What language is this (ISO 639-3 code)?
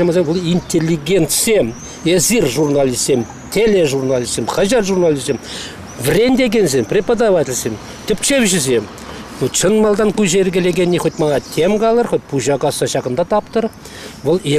chv